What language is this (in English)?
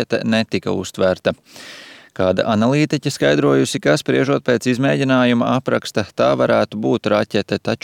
Latvian